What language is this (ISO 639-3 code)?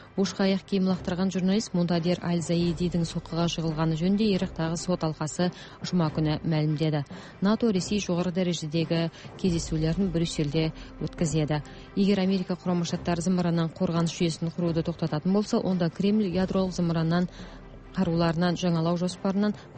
kaz